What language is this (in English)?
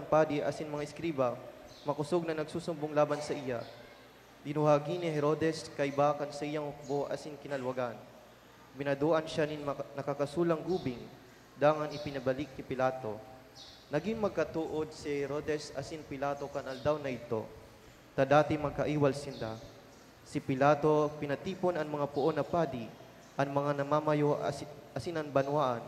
Bikol